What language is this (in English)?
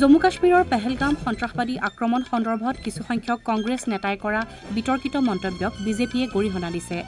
Assamese